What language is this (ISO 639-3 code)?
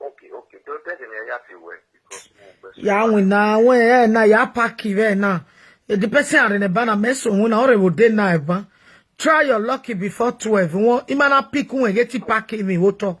pcm